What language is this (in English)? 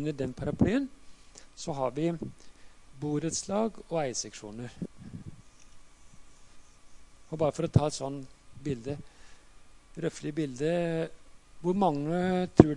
Norwegian